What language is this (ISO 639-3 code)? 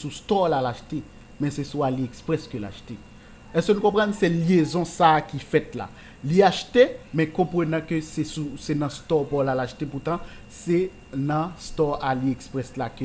hat